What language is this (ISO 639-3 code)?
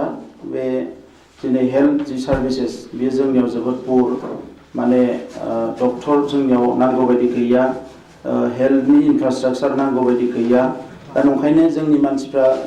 brx